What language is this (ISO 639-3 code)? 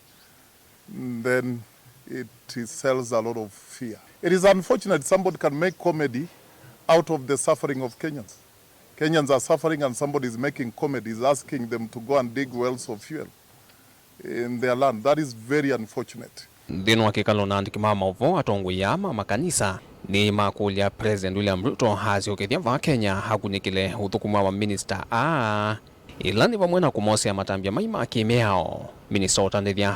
kam